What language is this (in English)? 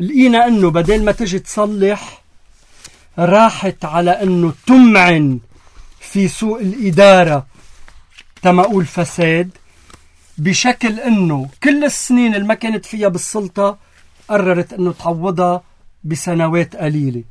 North Levantine Arabic